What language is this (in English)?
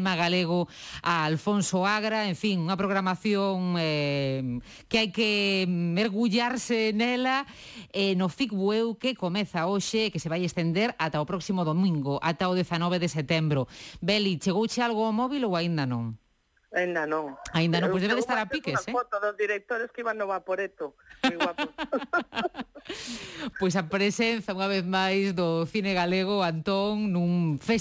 Galician